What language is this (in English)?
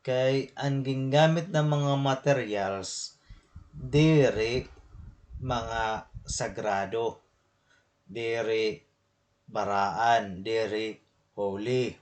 Waray